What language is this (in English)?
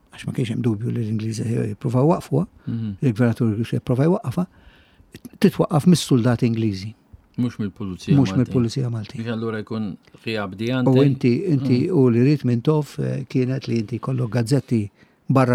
Maltese